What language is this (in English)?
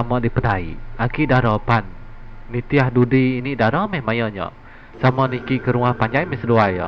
Iban